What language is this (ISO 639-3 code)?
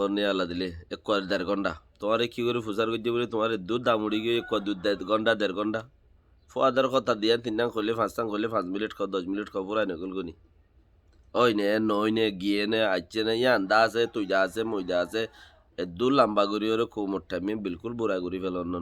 rhg